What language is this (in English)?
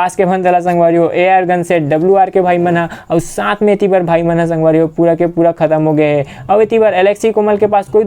Chhattisgarhi